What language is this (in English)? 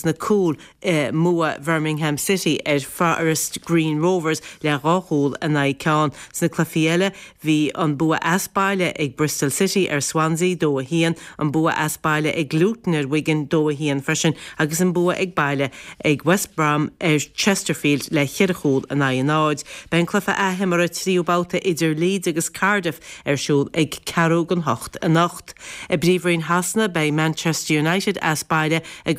Irish